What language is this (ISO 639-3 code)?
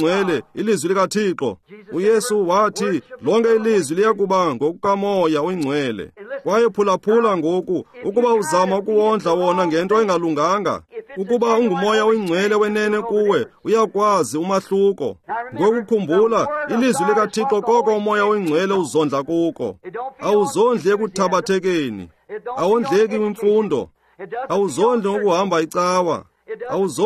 xho